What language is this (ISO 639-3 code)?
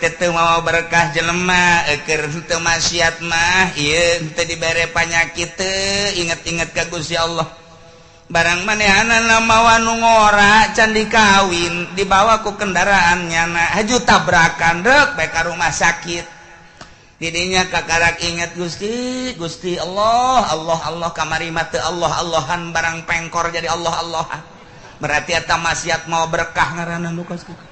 sun